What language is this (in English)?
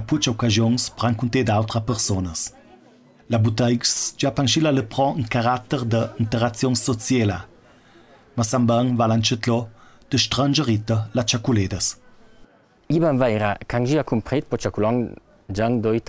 Ladin